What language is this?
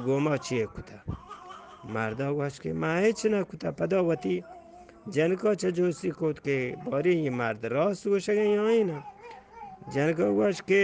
Eastern Balochi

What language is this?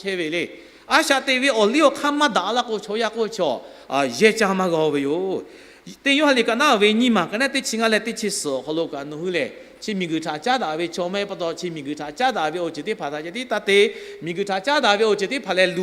Lahu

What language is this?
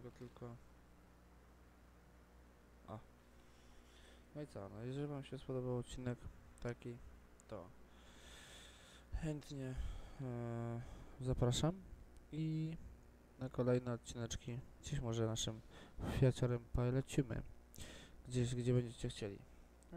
Polish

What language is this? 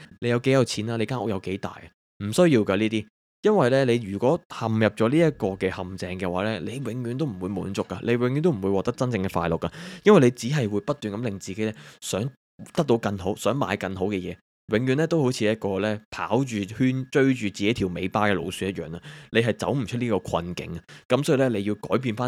Cantonese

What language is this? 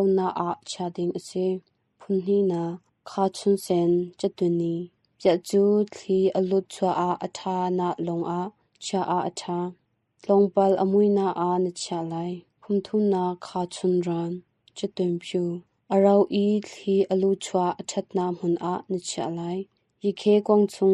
Hakha Chin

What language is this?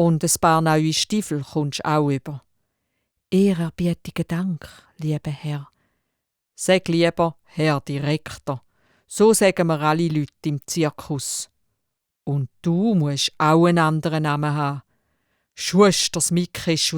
Swiss German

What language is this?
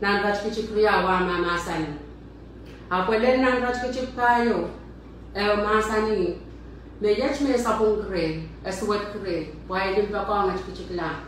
Pohnpeian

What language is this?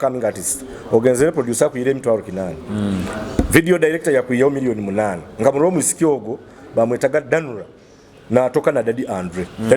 Nyoro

